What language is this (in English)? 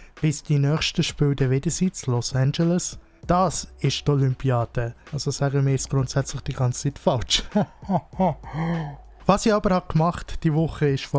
Swiss German